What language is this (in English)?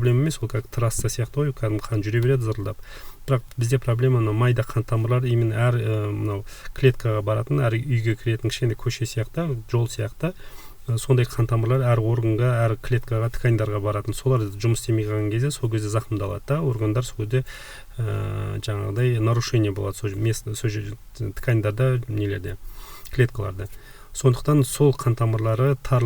Kazakh